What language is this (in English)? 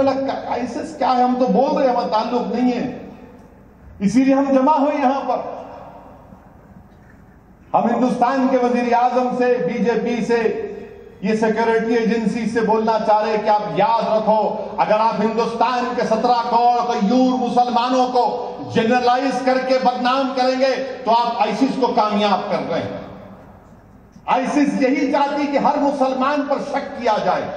Urdu